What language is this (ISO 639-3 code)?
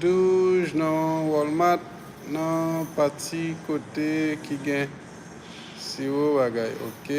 hat